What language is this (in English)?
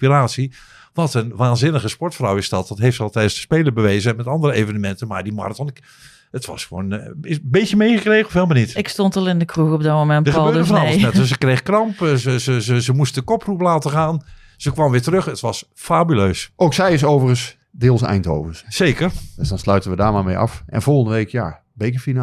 Dutch